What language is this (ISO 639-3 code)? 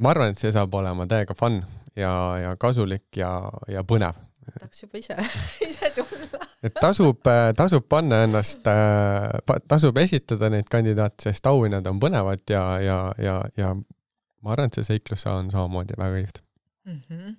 est